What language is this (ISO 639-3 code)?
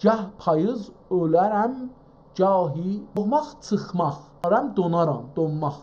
azb